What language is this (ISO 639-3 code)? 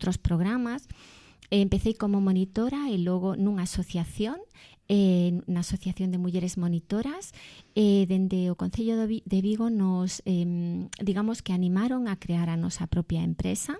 glg